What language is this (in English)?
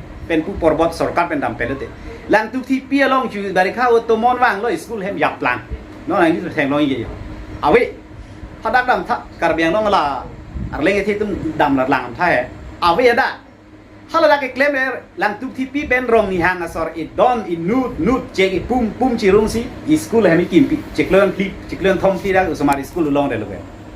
Karbi